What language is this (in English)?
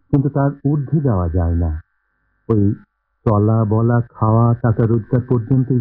Bangla